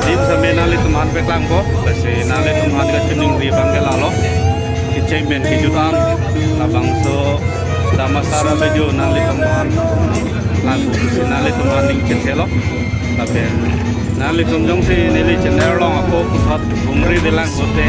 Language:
Karbi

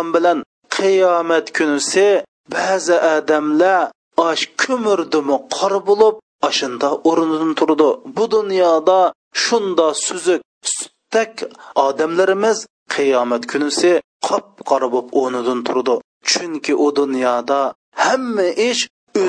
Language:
Uyghur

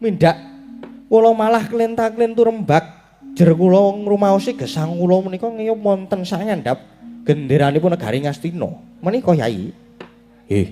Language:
Javanese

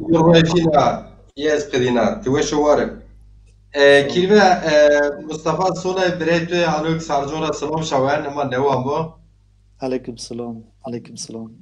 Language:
Zaza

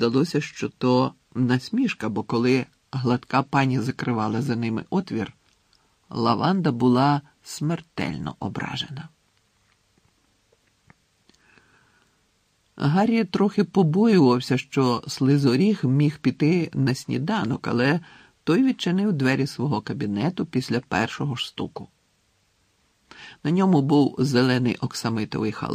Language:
Ukrainian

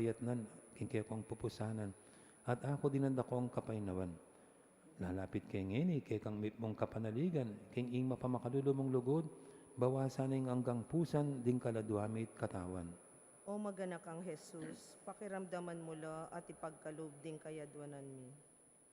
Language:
Pampanga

